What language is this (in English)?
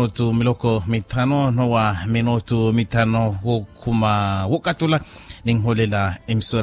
Makhuwa